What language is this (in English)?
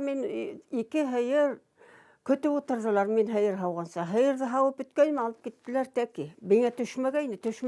Bashkir